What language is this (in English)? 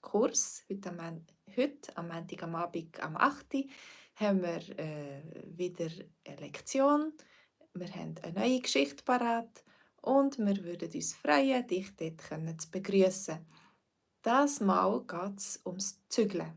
Swiss German